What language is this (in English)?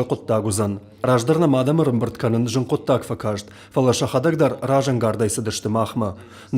Ossetic